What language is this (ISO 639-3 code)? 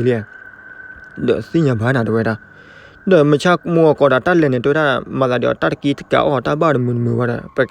ksw